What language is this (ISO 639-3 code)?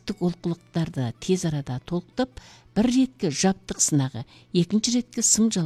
kaz